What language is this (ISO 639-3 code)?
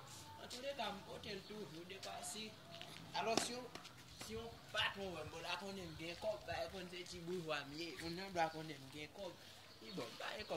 hat